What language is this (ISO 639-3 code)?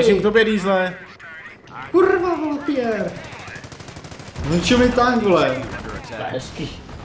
ces